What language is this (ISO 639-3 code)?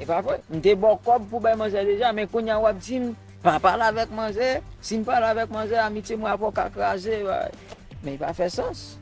hat